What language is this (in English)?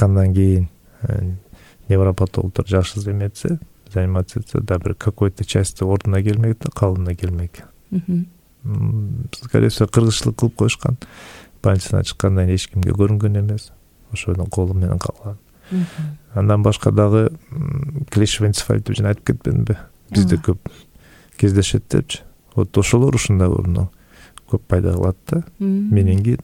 Kyrgyz